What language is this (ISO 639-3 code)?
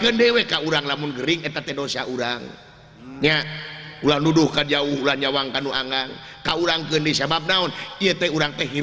sun